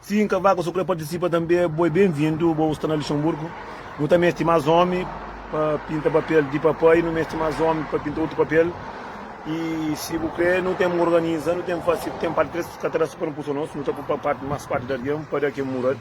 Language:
Kabuverdianu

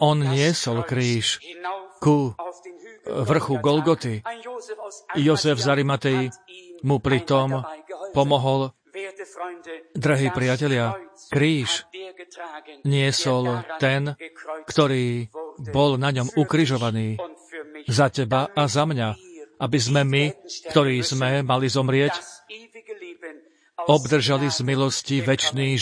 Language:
Slovak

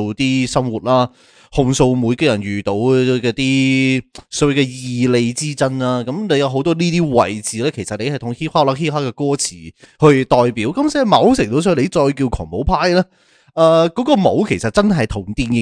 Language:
Cantonese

